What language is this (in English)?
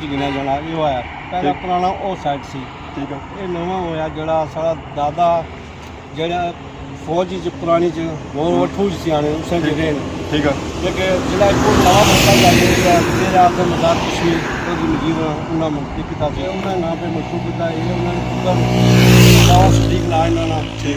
Pahari-Potwari